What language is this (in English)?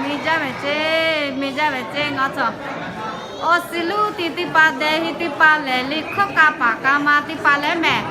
Lahu